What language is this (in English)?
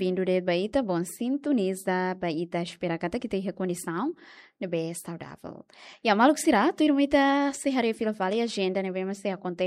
Tetum